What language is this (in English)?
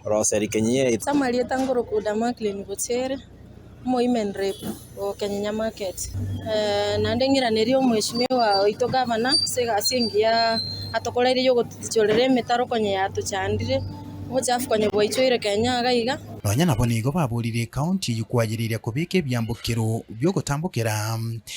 Gusii